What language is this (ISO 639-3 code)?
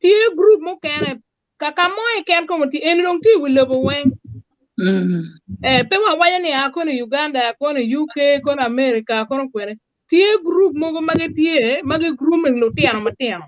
ach